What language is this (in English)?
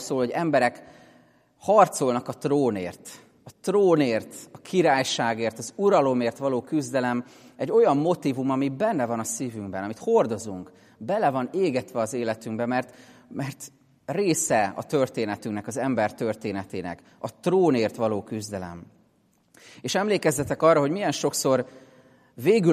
Hungarian